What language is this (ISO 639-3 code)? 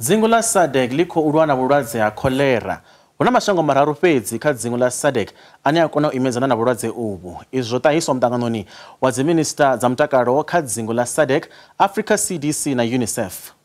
ven